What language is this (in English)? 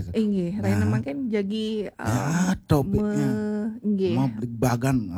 Balinese